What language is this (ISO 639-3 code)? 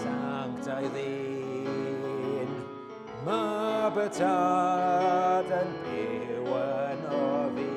cym